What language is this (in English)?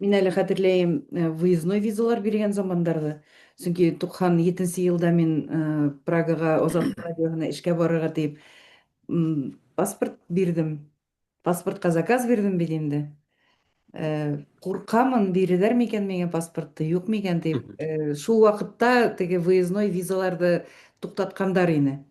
Bashkir